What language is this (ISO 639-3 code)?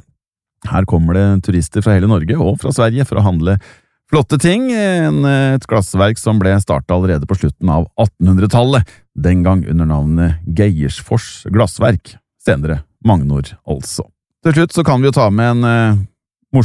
nor